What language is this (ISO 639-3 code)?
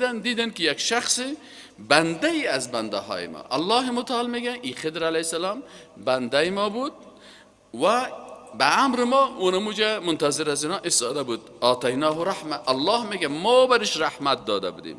fas